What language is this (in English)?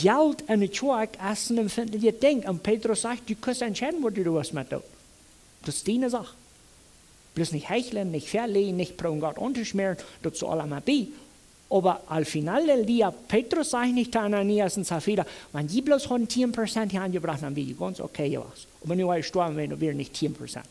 Plautdietsch